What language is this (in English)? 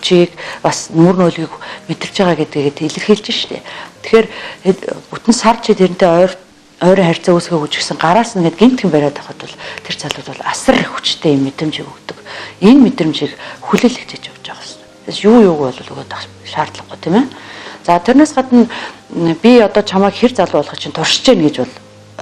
Mongolian